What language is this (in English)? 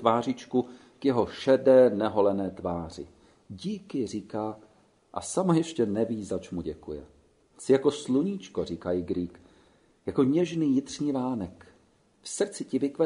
Czech